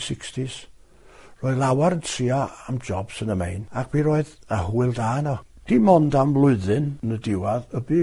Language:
Welsh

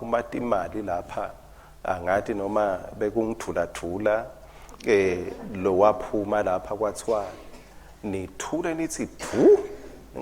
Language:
Swati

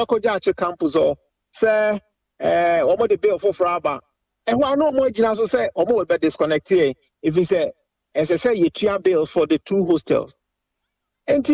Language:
Akan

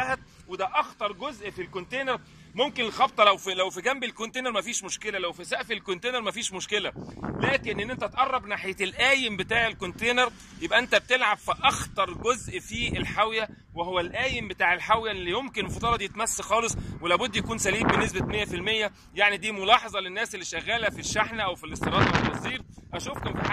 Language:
Egyptian Arabic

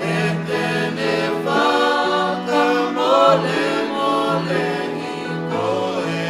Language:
Tongan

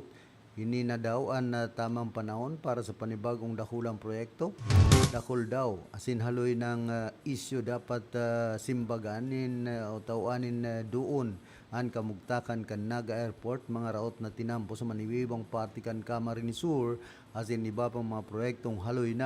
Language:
Bikol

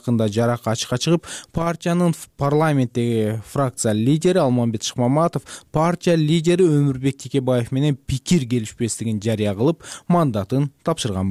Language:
Kyrgyz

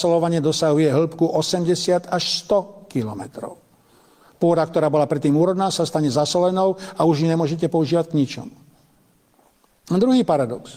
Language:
Slovak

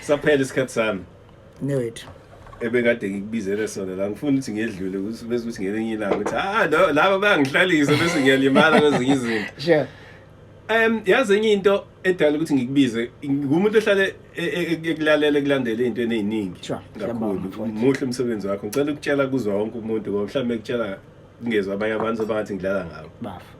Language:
Zulu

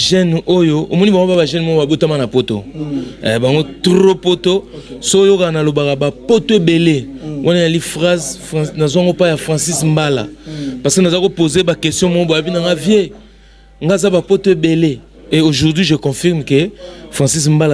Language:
Lingala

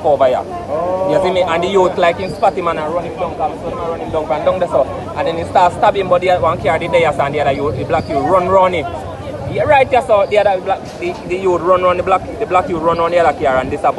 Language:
Jamaican Creole English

